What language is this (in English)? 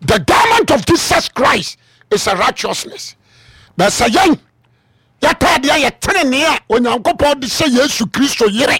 Akan